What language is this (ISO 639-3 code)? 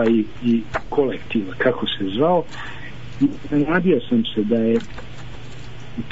bos